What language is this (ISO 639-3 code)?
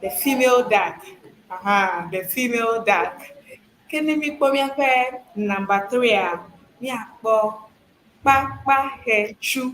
ewe